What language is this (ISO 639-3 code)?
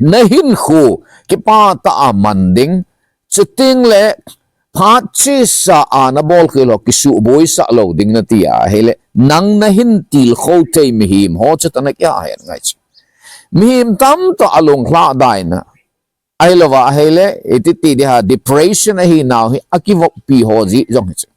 tcz